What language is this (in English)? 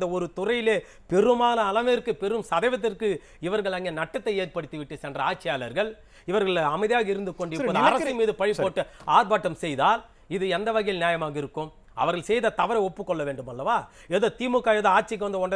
Tamil